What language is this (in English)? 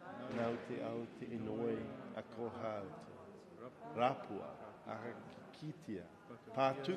Māori